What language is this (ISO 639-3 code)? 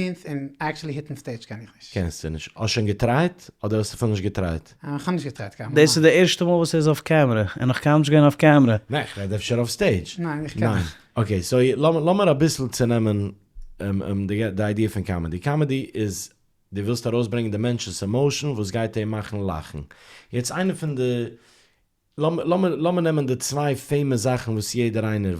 yid